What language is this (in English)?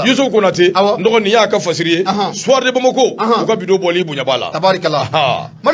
Bambara